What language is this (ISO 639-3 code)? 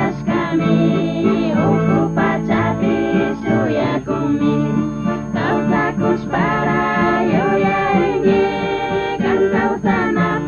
qug